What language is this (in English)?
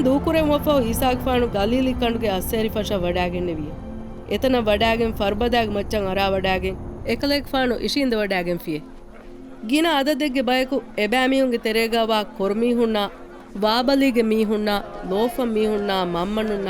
Divehi